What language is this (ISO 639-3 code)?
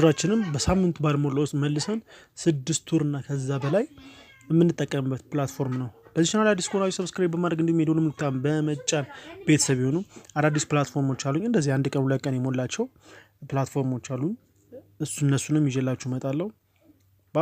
amh